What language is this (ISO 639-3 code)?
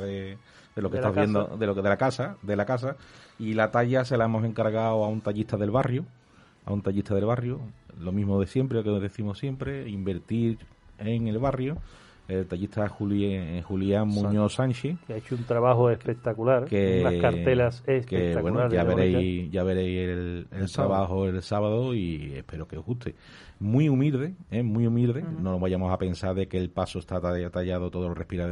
spa